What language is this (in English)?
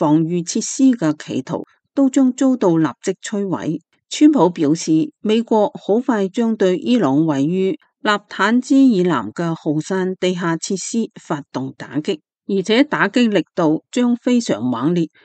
Cantonese